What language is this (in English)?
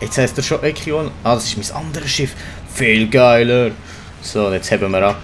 Swiss German